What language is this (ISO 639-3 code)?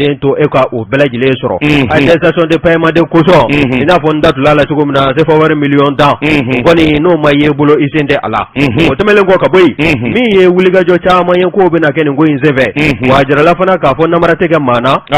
bam